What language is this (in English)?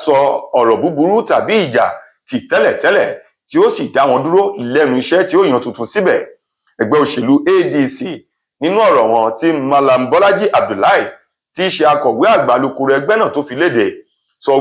Yoruba